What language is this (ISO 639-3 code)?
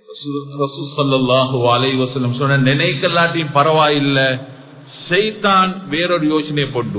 tam